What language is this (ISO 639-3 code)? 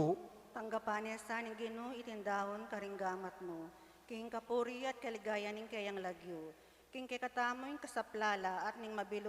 pam